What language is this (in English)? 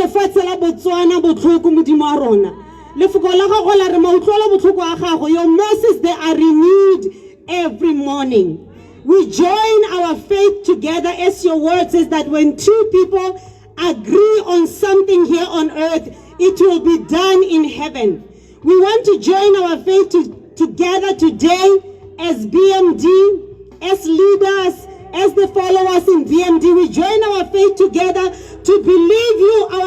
Tswana